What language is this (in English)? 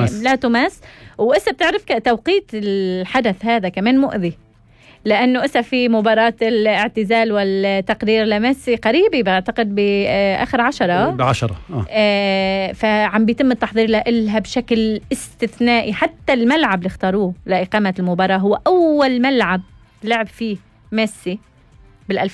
North Levantine Arabic